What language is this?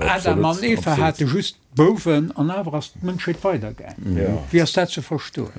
Luxembourgish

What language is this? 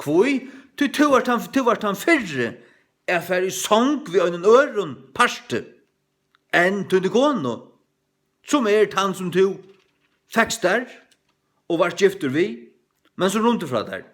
Faroese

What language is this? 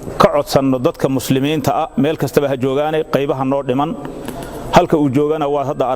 Somali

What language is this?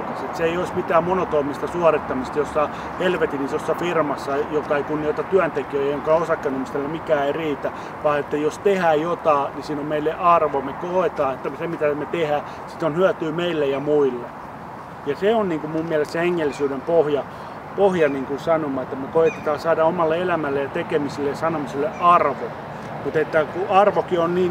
Finnish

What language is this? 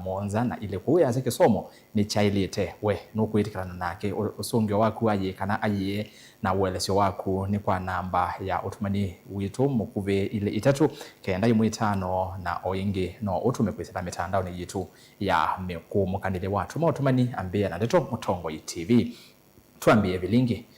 Kamba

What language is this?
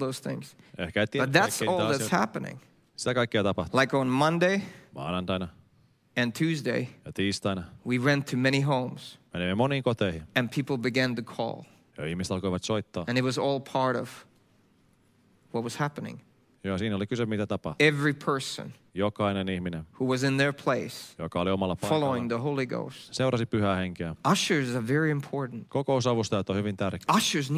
Finnish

